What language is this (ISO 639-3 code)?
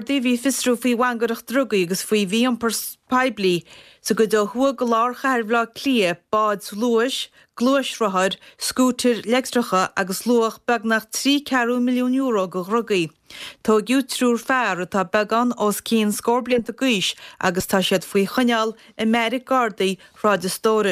gle